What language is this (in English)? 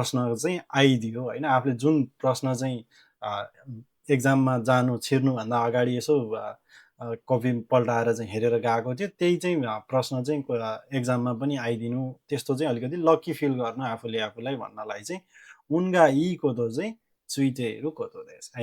Nepali